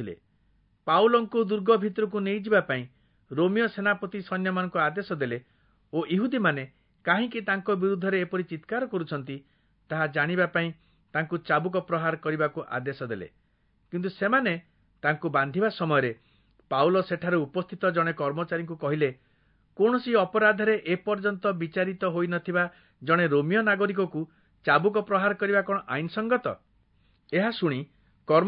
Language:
Odia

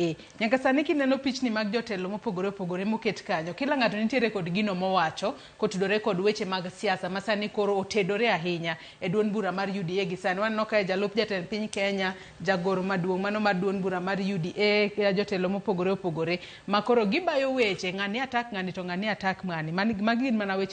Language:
Luo (Kenya and Tanzania)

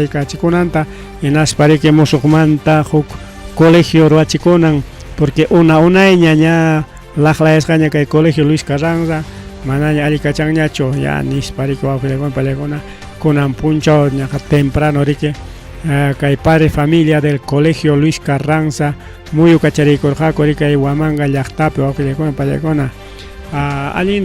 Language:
Ayacucho Quechua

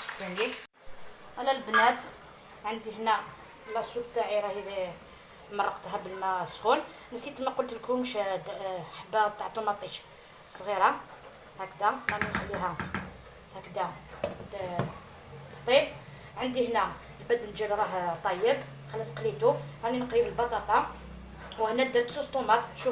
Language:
Algerian Arabic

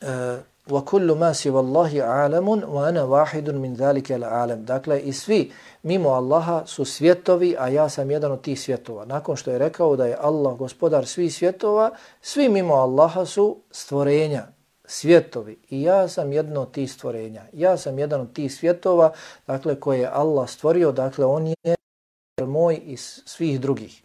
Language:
Bosnian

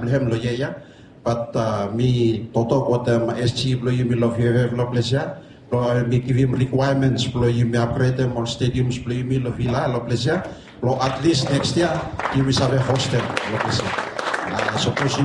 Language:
Bislama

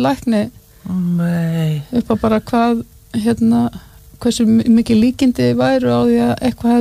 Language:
Icelandic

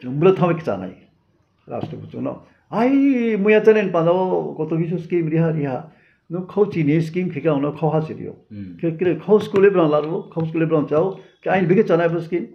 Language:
Riang (India)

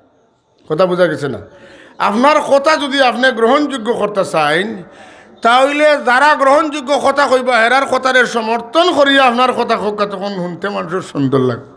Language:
Sylheti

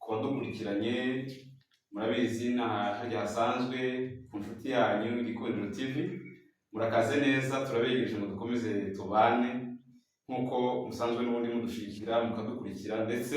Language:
Kinyarwanda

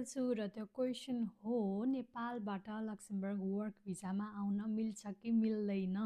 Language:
Nepali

